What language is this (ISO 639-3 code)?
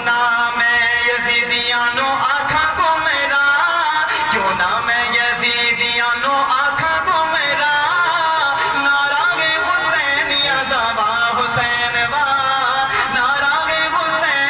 skr